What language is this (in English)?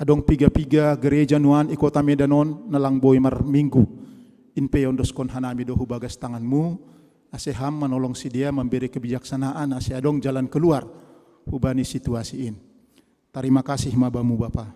Batak Simalungun